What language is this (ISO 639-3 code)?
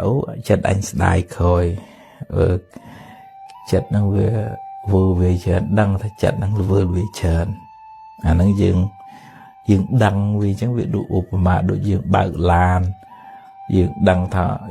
khm